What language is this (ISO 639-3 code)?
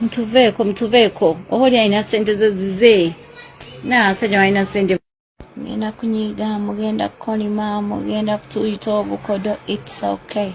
lug